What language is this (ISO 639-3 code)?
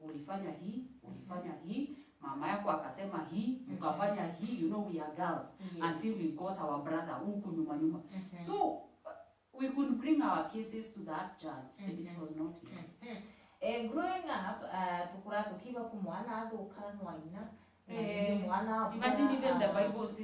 mer